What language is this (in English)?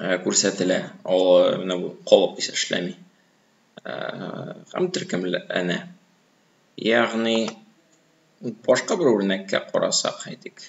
Tatar